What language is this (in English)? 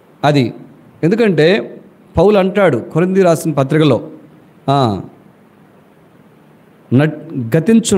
Telugu